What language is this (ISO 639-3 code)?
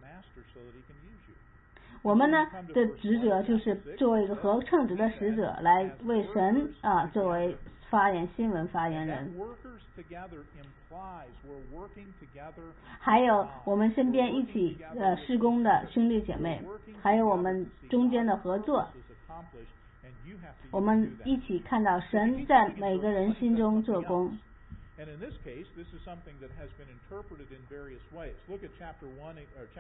zho